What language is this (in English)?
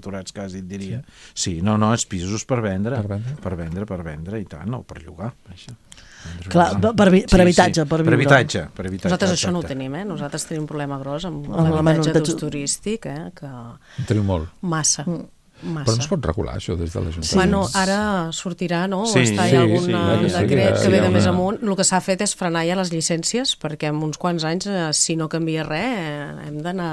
Catalan